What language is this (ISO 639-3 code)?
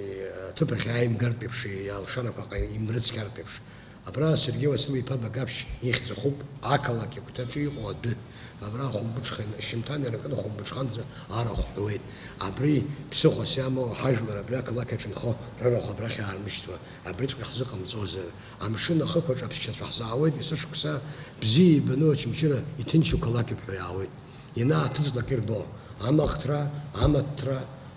abk